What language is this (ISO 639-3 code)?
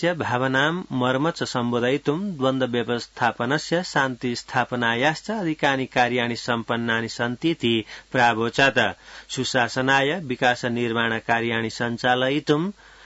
san